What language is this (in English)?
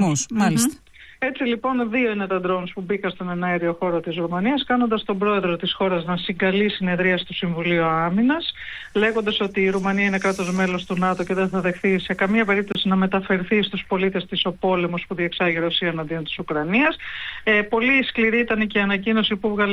Greek